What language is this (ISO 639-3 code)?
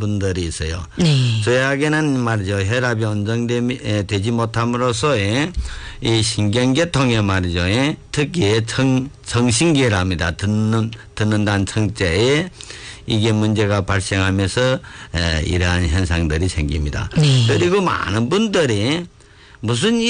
kor